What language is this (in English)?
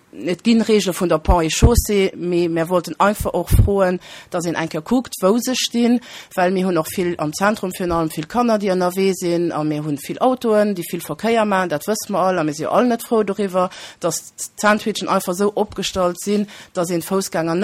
Luxembourgish